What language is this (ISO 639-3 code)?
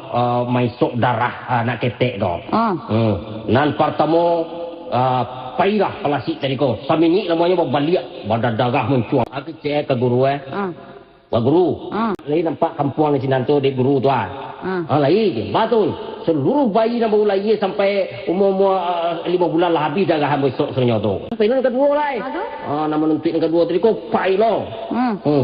min